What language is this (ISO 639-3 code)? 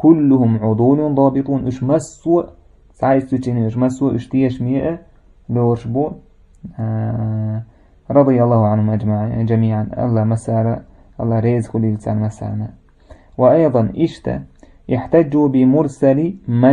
che